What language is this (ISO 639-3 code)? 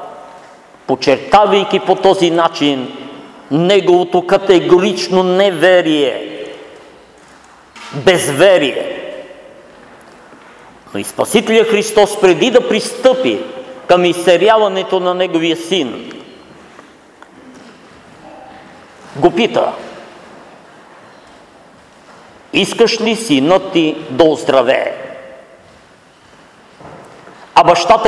bul